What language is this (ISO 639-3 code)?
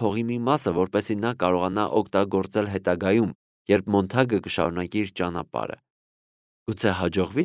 hye